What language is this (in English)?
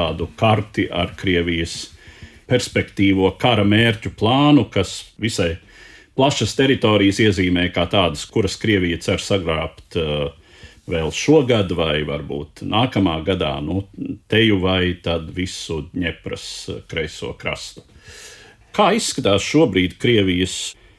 Latvian